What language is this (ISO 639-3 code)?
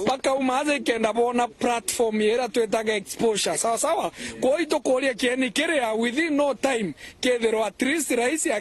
mer